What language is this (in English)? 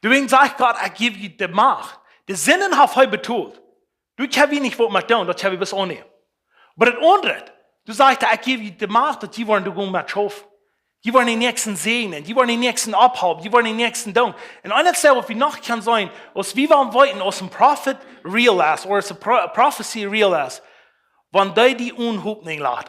Plautdietsch